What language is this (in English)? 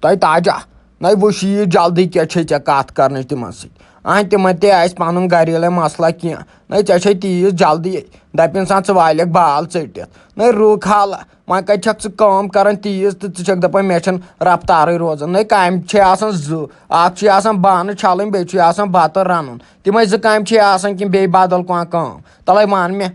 Kashmiri